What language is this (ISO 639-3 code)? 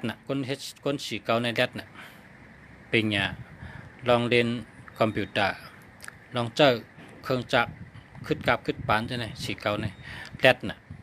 shn